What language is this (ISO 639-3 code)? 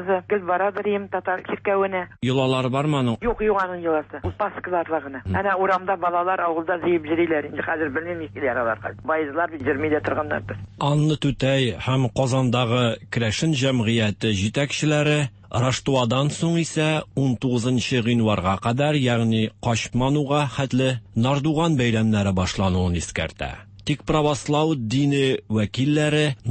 tat